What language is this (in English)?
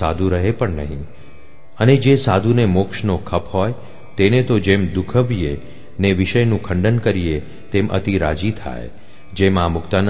Gujarati